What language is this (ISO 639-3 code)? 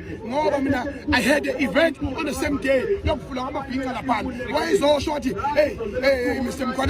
zul